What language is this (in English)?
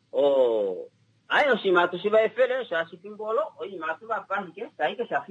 Kuanyama